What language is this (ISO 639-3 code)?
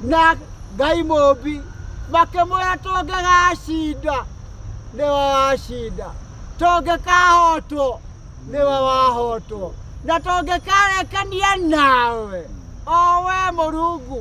kik